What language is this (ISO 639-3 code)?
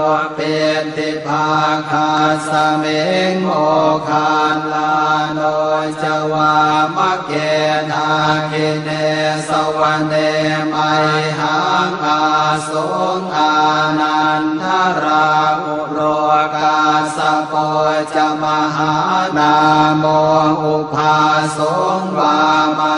pli